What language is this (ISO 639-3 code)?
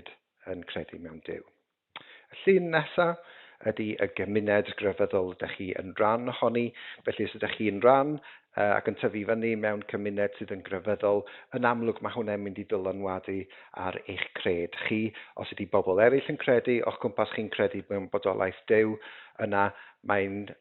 cym